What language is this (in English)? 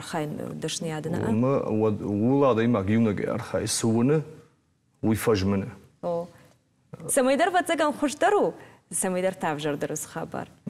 Ossetic